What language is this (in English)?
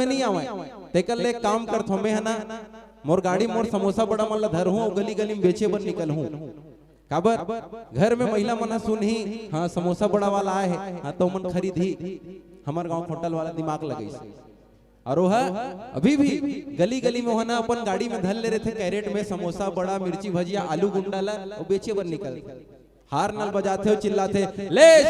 Chhattisgarhi